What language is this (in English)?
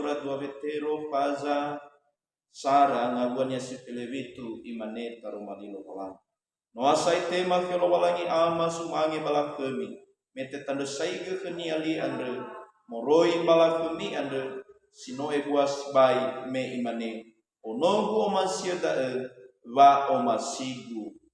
Nias